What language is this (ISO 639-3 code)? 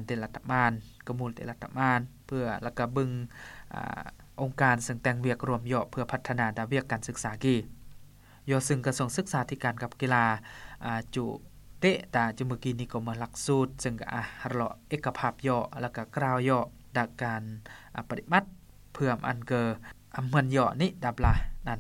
lao